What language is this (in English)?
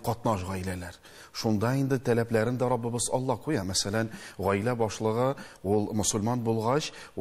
Tatar